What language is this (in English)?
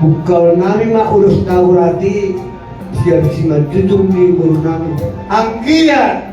Batak Toba